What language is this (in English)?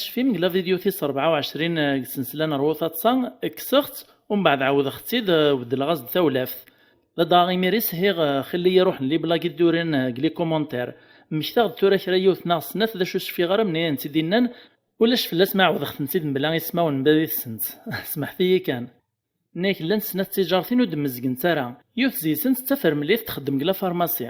Kabyle